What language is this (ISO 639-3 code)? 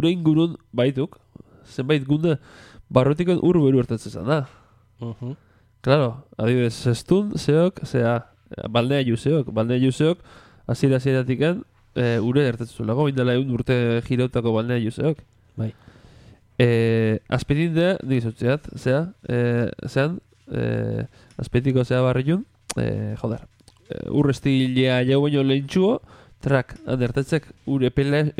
eus